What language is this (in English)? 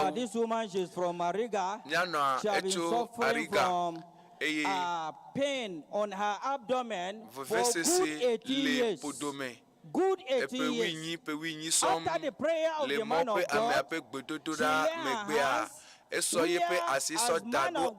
Ewe